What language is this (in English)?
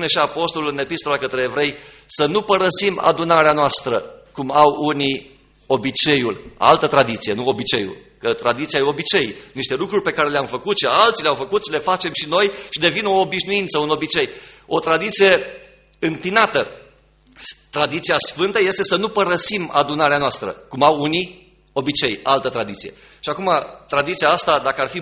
Romanian